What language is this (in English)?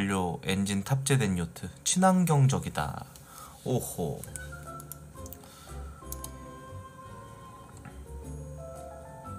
Korean